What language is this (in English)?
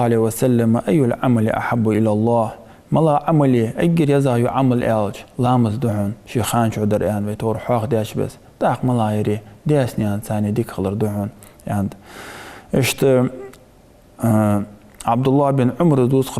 Ingush